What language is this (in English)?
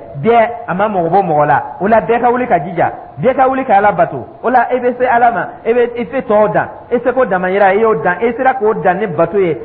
Dyula